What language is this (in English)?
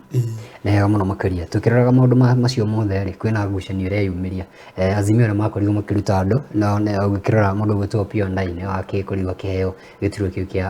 Kikuyu